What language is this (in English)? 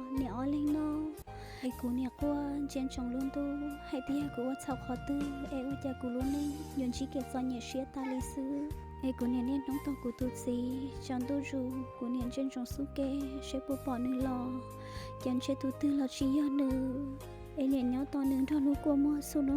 Hmong